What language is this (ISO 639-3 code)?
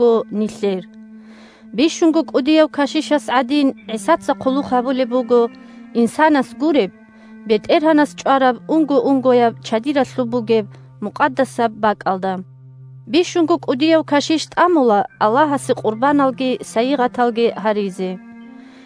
ava